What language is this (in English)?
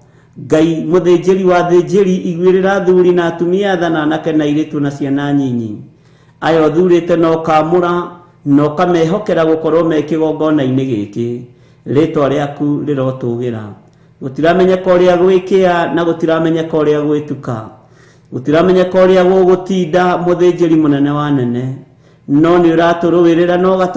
Kikuyu